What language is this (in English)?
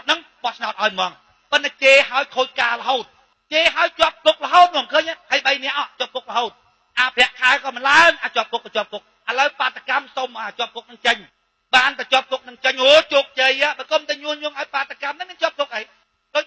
Khmer